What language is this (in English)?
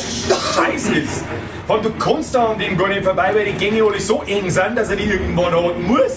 Bavarian